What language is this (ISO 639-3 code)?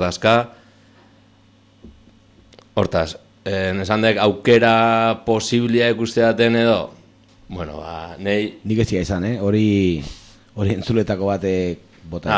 eus